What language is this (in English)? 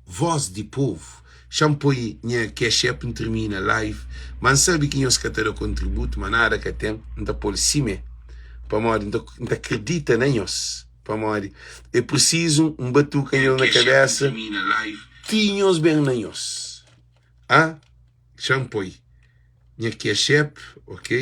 Kabuverdianu